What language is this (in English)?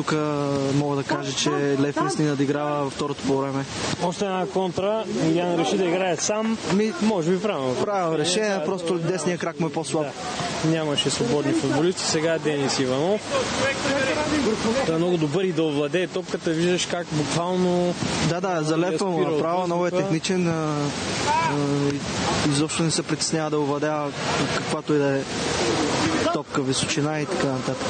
Bulgarian